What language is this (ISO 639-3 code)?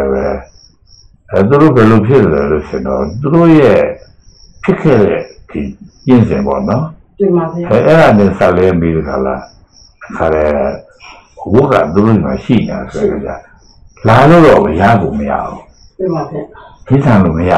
mya